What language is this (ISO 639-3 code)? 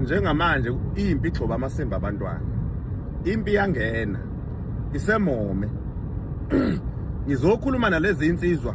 zul